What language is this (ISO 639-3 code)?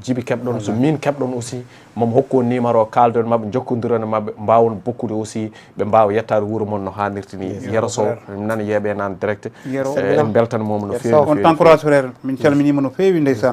ful